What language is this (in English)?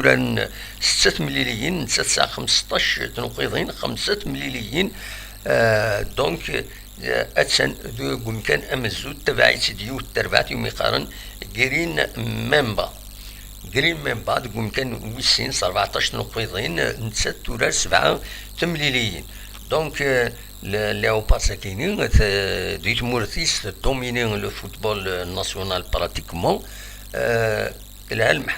Kabyle